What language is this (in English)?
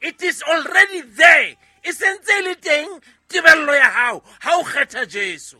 Southern Sotho